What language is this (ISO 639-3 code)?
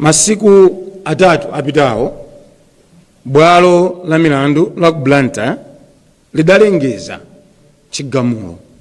nya